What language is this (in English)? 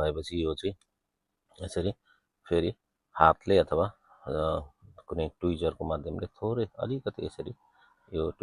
Nepali